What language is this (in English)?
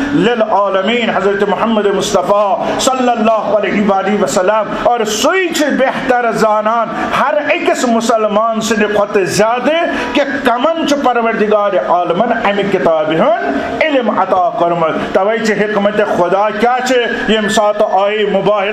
Kashmiri